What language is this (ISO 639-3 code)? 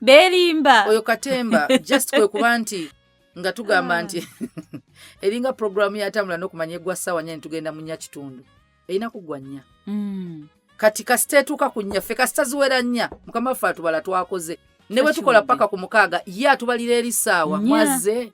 lug